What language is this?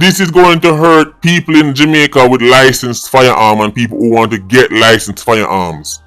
Jamaican Creole English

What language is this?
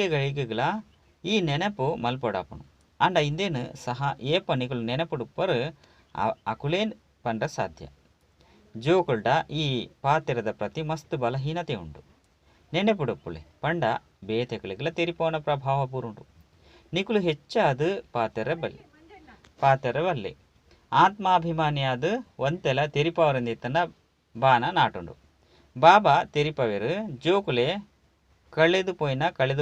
Tulu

